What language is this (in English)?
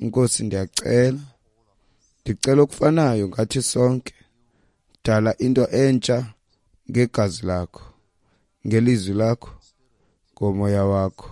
Xhosa